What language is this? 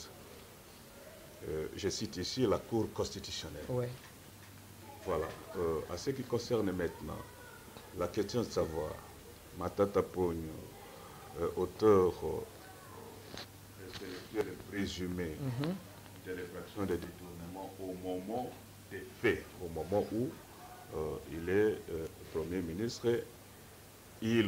French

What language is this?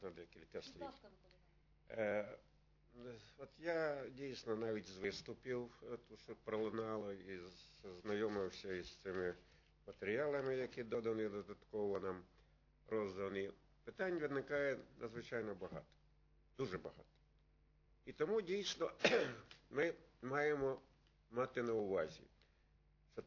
Ukrainian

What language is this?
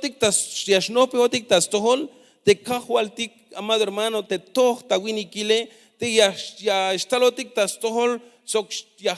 Tzeltal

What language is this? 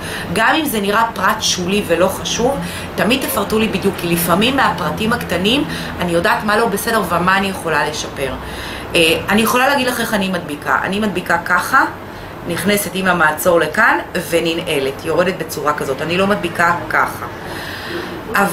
Hebrew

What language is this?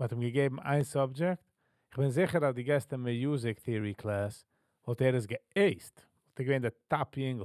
Yiddish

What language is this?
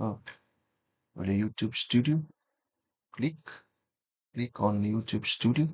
Samoan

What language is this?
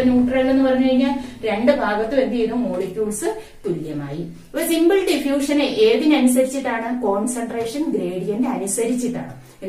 Malayalam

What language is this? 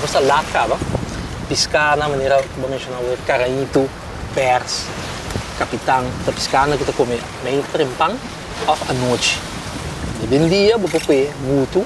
Papiamento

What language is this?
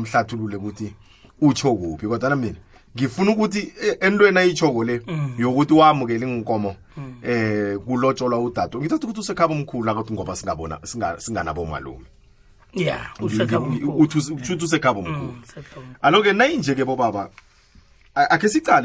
South Ndebele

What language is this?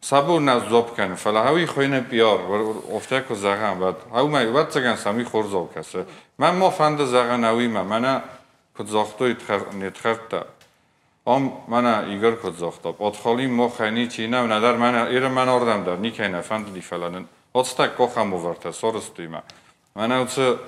Ossetic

